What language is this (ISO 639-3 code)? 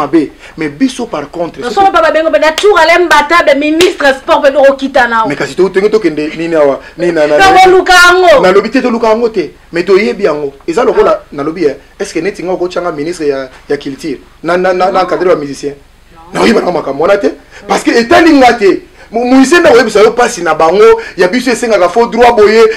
lin